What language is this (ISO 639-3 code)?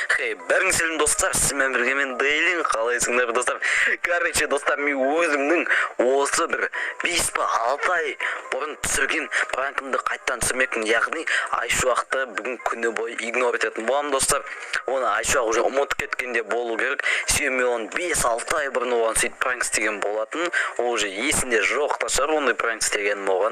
kaz